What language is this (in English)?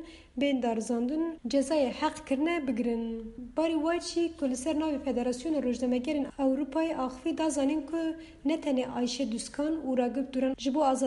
Kurdish